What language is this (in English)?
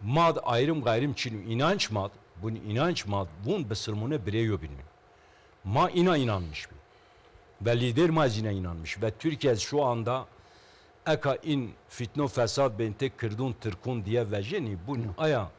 Zaza